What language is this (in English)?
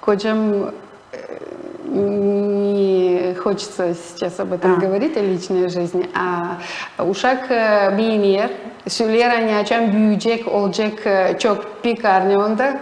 Gagauz